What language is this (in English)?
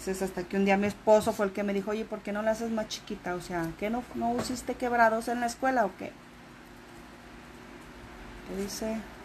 Spanish